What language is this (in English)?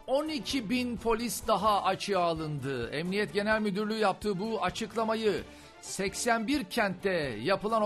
Turkish